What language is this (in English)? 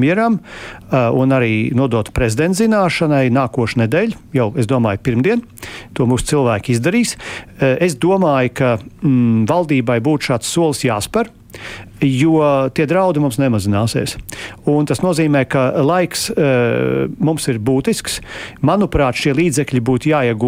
Latvian